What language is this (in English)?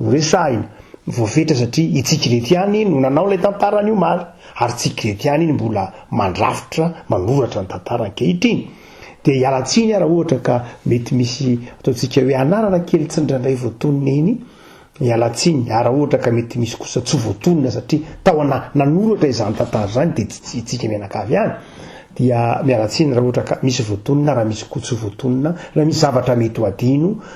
Malagasy